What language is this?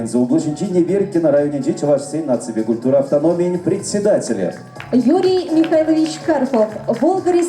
Chuvash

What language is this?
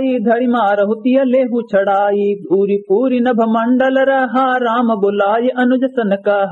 Awadhi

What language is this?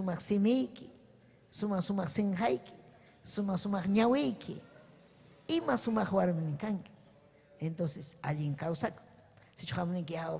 Ayacucho Quechua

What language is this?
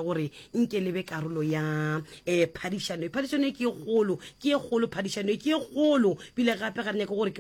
Northern Sotho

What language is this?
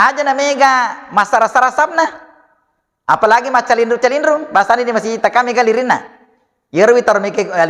Buginese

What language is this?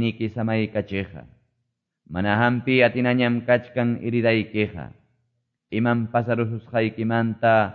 Quechua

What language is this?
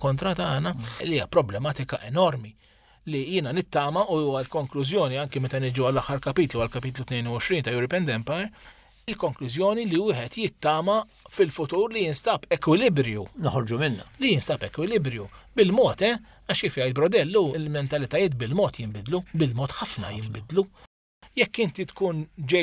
Maltese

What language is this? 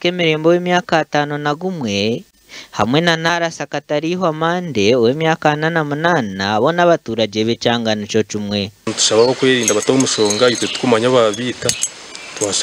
Nyankole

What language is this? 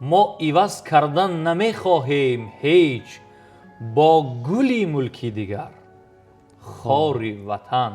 Tajik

